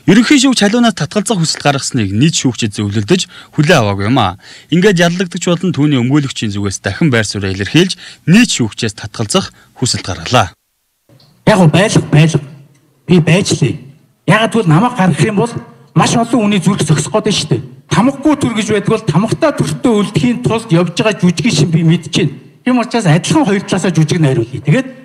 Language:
Mongolian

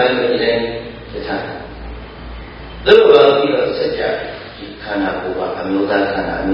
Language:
Burmese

